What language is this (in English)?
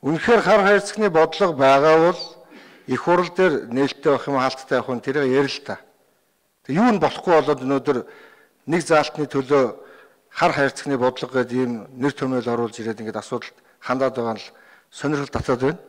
Mongolian